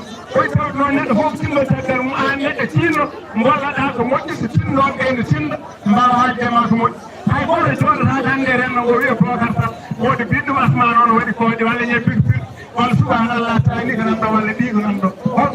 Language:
Fula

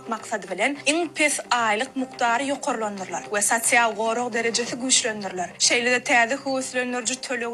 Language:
Turkmen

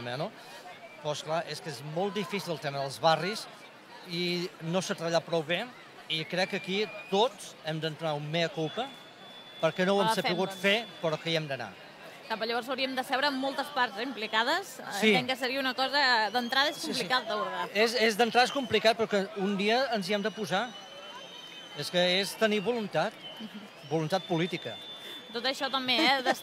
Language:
Catalan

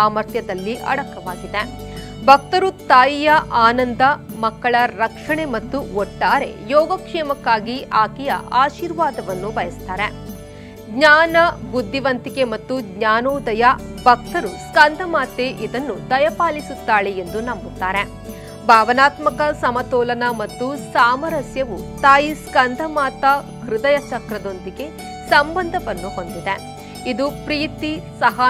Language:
Kannada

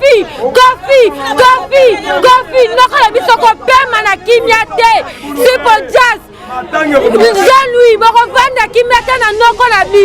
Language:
Lingala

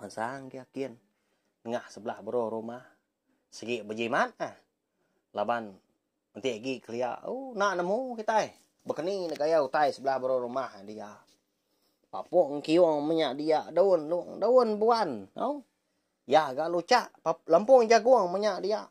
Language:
Iban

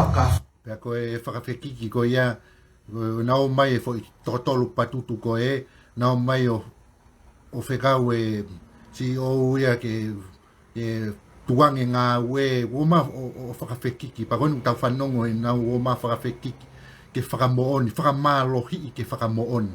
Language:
Tongan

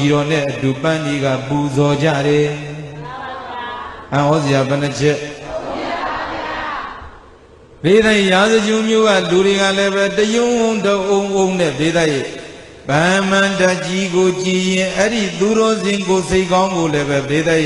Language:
Burmese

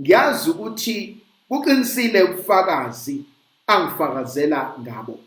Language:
Zulu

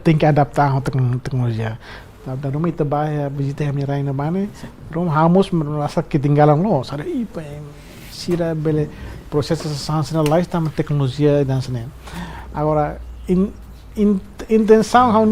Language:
Tetum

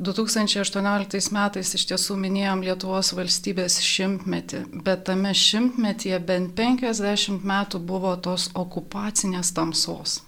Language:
Lithuanian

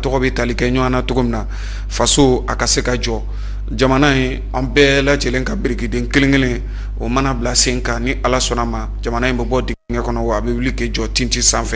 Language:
Bambara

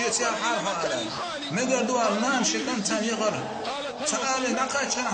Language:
Chechen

